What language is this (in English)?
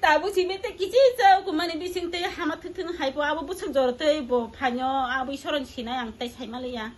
Kok Borok